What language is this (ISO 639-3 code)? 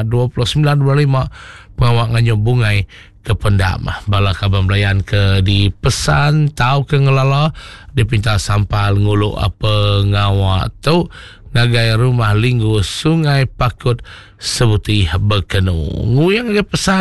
iba